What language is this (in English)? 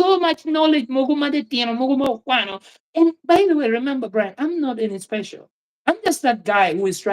Acoli